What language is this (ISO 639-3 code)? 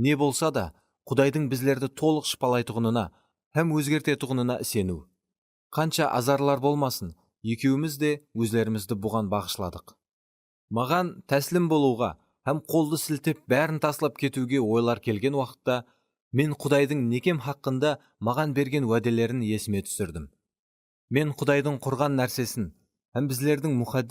kaa